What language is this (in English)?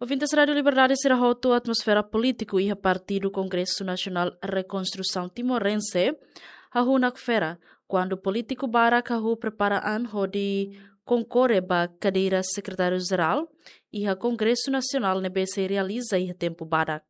Tetum